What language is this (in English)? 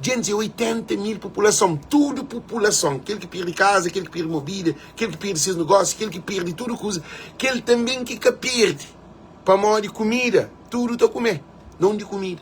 Kabuverdianu